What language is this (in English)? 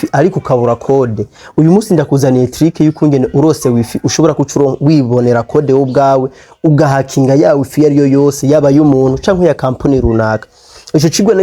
Rundi